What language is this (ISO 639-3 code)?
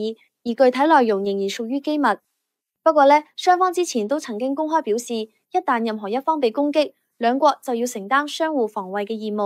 yue